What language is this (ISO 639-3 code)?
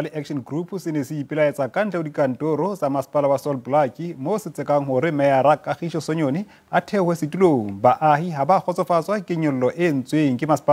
sot